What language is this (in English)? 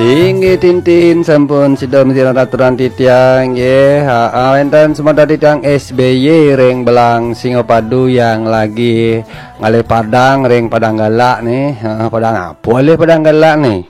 Balinese